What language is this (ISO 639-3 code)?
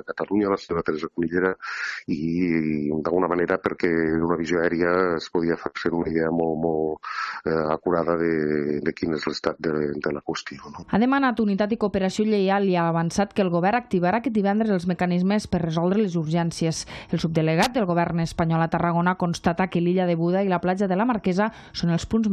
cat